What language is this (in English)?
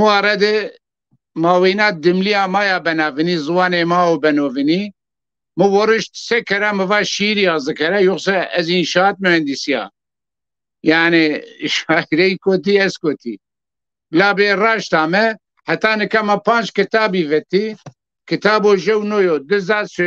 Zaza